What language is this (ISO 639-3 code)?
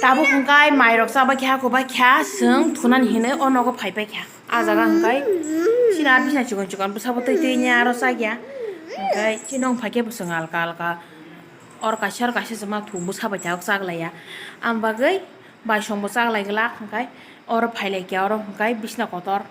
trp